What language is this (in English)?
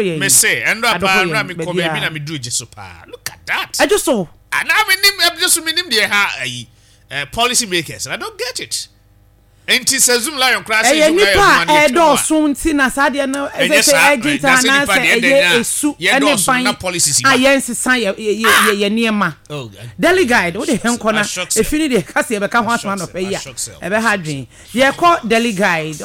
Akan